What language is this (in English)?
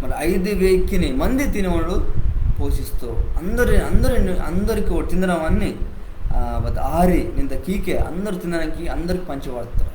Koya